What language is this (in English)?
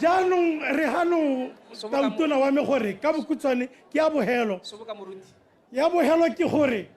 Tswana